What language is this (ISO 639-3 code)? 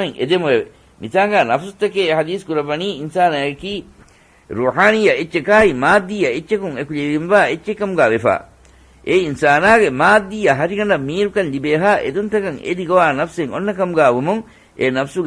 div